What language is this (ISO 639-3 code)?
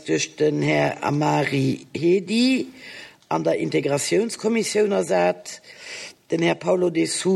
ltz